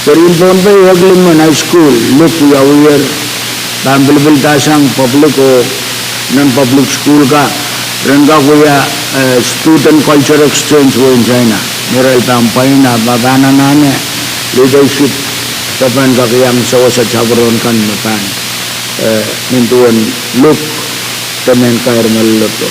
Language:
Pohnpeian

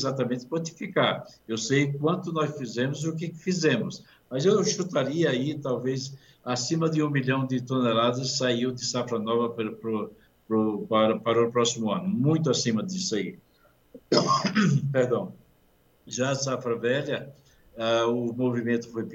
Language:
Portuguese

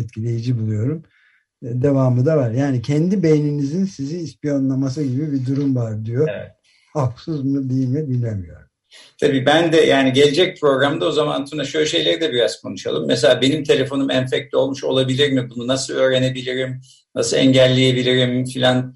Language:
Turkish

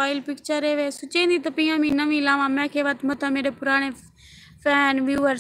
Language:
Saraiki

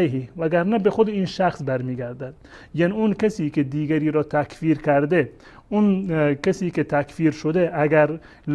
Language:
Persian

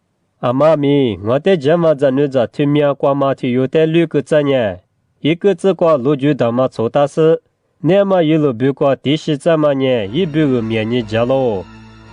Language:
Lisu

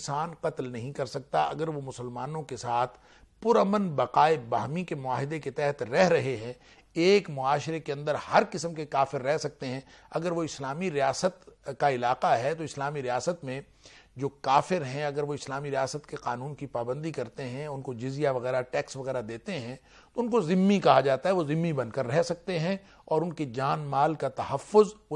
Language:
Urdu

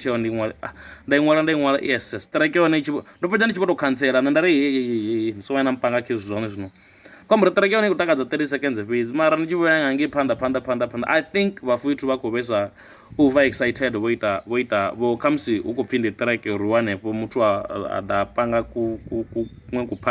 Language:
Venda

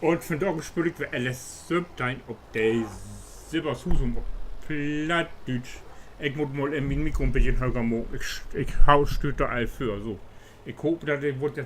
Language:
Low German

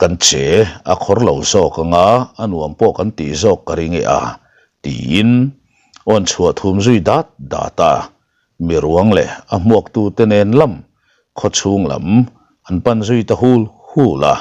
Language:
Mizo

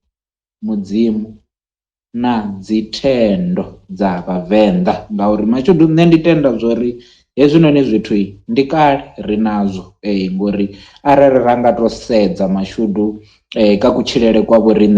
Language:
Venda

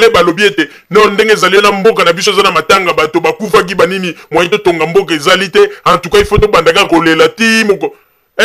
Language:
Lingala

